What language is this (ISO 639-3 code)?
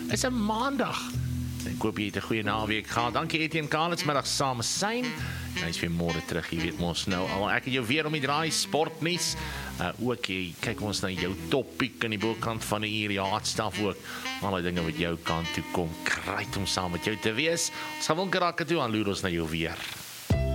afr